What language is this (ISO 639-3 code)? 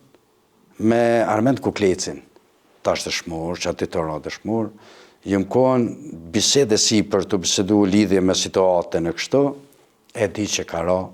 sqi